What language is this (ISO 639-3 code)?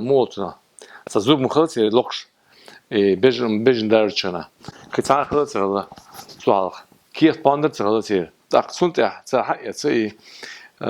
che